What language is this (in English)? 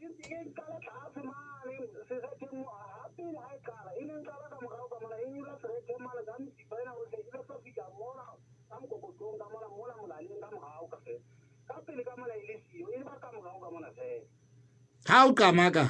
Southern Sotho